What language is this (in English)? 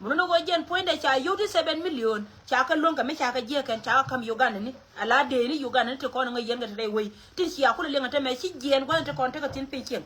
Nuer